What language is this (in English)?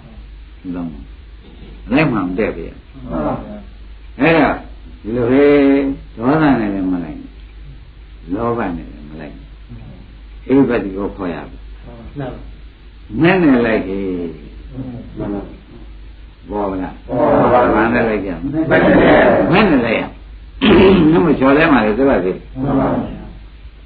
Burmese